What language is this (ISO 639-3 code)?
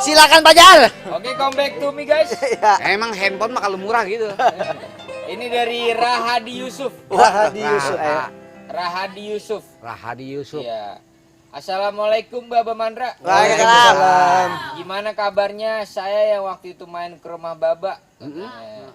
bew